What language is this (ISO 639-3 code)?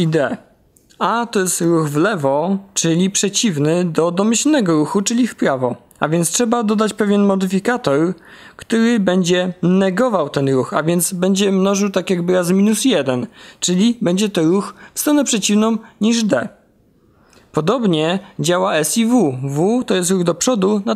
pol